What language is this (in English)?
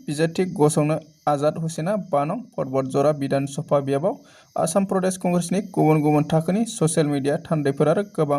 Bodo